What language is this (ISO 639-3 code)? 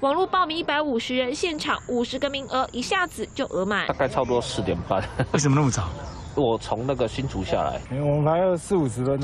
zho